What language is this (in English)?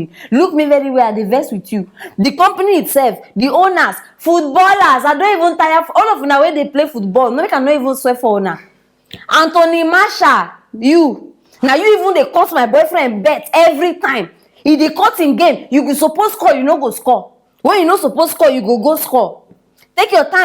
Nigerian Pidgin